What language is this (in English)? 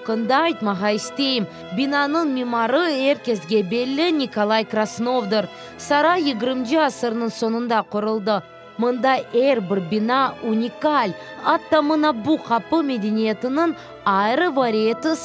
Crimean Tatar